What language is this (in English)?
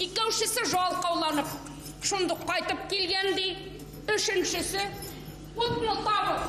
Bashkir